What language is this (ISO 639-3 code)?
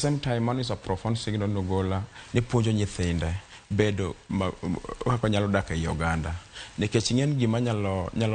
luo